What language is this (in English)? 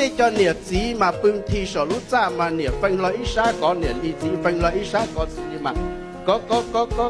Hmong